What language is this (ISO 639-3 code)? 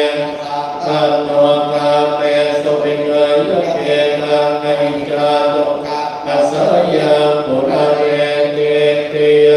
pli